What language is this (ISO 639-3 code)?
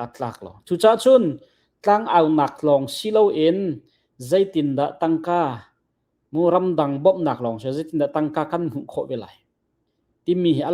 cnh